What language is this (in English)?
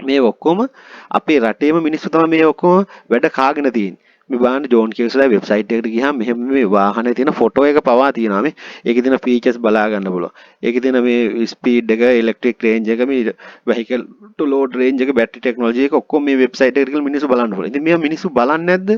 Sinhala